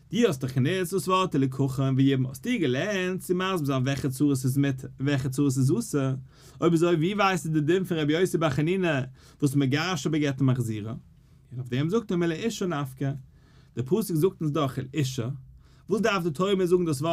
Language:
Yiddish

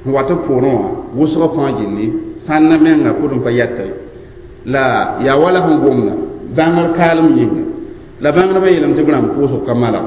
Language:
Mossi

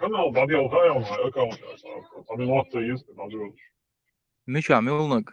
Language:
Chechen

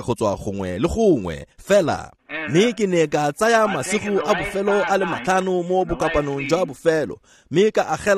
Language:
Tswana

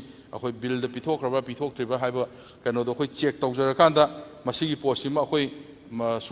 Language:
Manipuri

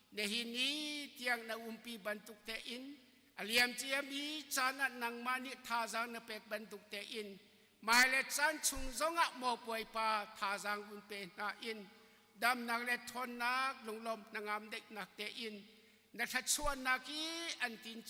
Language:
Hakha Chin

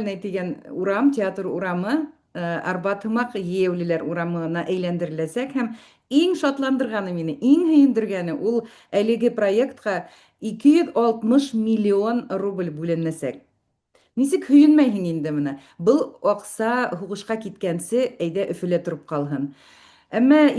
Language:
Bashkir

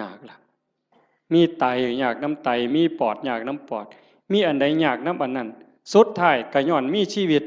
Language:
Northeastern Thai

